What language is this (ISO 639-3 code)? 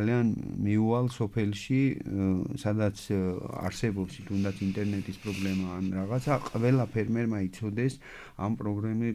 kat